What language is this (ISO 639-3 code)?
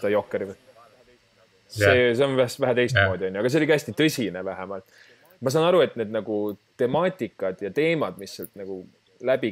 est